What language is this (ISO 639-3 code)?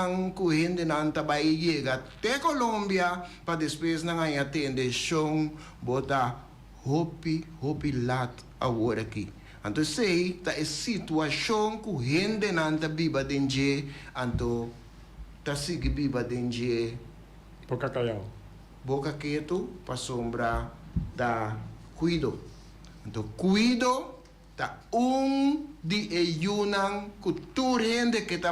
pap